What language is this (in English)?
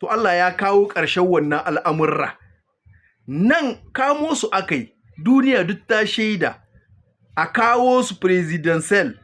Hausa